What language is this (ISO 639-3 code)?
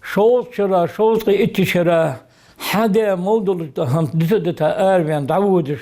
inh